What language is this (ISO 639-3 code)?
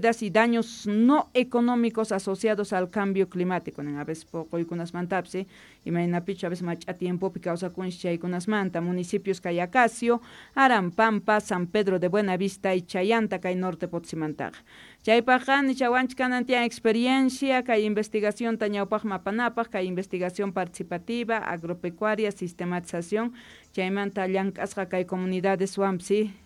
quh